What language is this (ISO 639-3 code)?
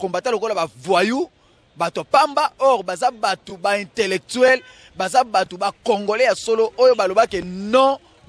lin